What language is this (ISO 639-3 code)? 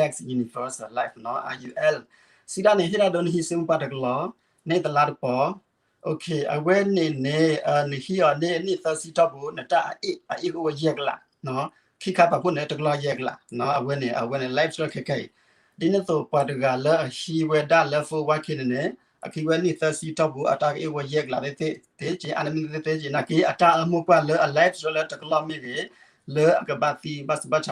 ksw